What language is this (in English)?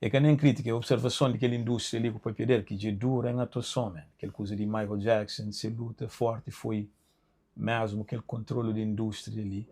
Kabuverdianu